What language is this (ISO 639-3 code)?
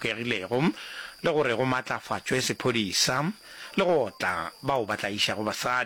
nso